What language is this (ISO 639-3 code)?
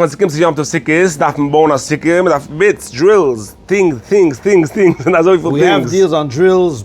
yid